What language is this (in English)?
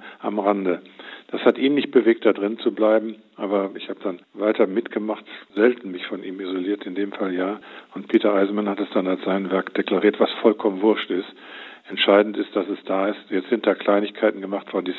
German